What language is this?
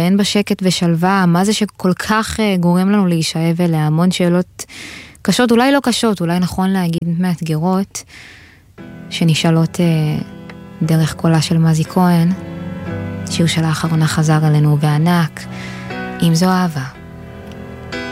Hebrew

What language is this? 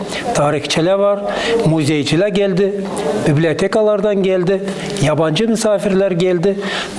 Gagauz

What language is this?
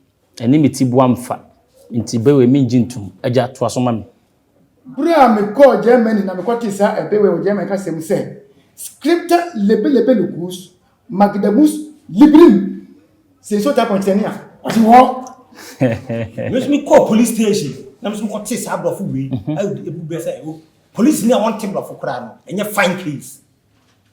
Akan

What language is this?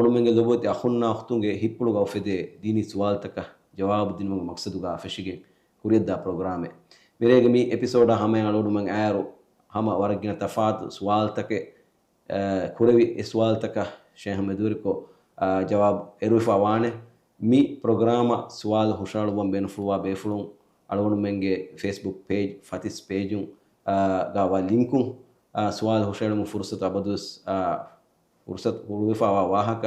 Divehi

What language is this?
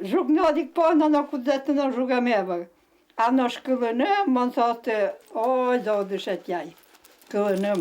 Udmurt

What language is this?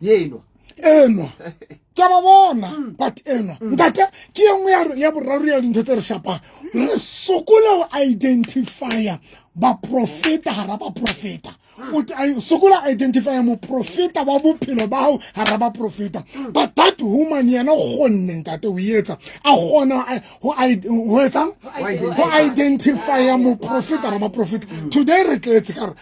Southern Sotho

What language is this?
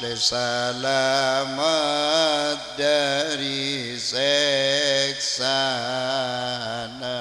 Madurese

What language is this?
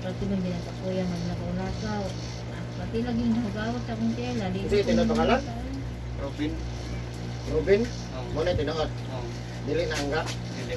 Cebuano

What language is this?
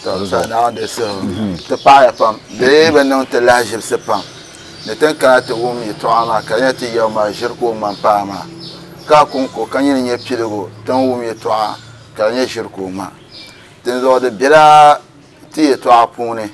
Dagbani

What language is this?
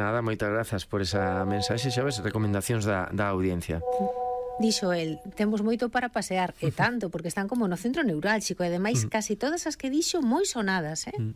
Galician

